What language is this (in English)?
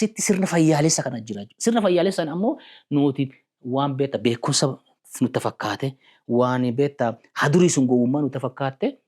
Oromo